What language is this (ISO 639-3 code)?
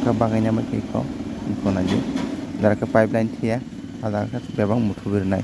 trp